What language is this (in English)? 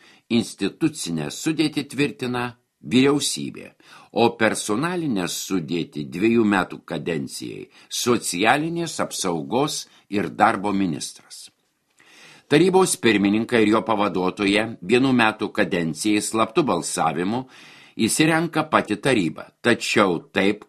Lithuanian